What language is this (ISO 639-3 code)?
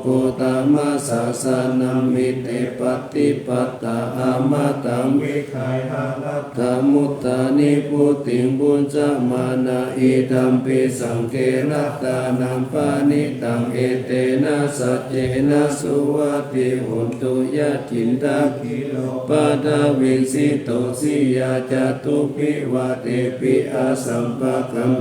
pli